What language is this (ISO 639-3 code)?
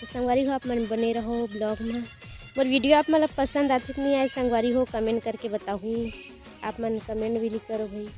hne